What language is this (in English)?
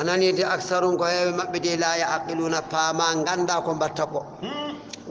Fula